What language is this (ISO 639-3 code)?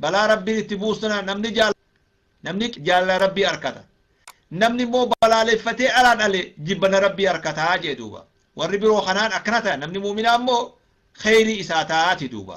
orm